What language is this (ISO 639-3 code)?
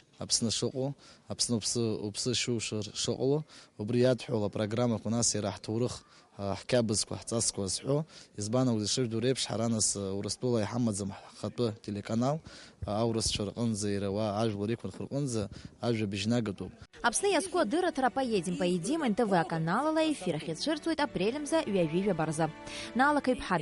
abk